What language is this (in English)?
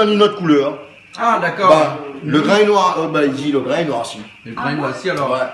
Réunion Creole French